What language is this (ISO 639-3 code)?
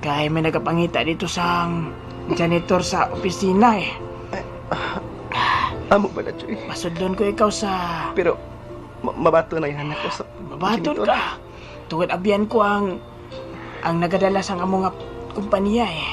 hil